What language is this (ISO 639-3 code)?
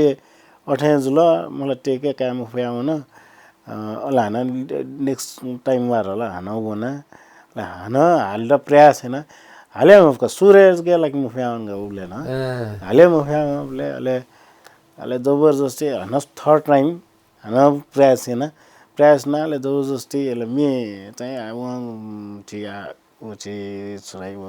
new